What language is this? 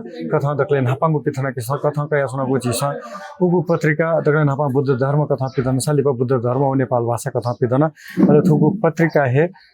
Newari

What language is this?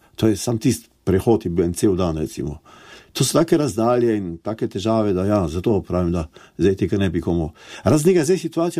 Slovenian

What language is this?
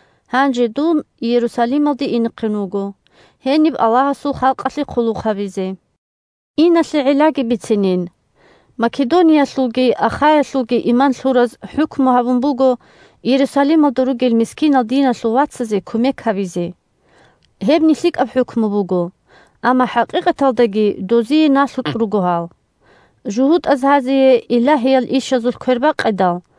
Avaric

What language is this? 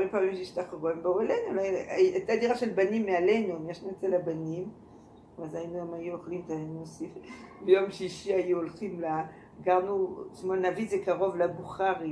Hebrew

